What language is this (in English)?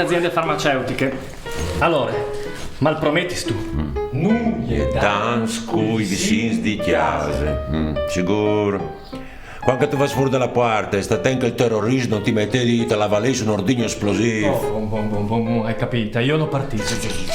Friulian